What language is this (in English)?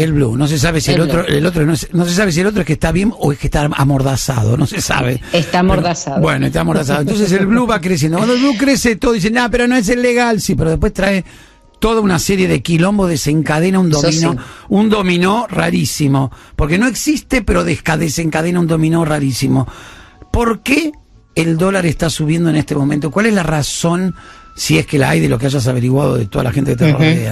Spanish